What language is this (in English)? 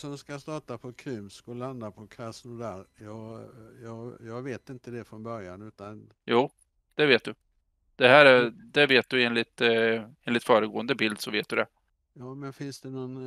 Swedish